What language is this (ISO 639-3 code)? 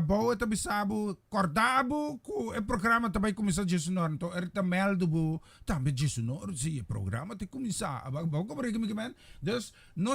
pap